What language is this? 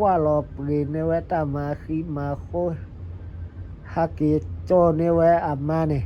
S'gaw Karen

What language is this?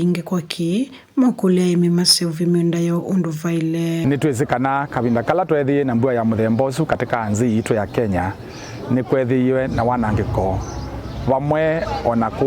Kamba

